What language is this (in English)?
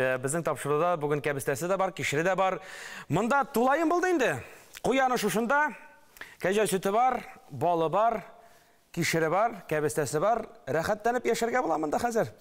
Tatar